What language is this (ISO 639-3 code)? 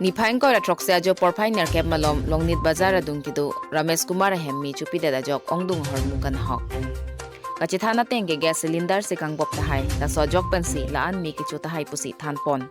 mjw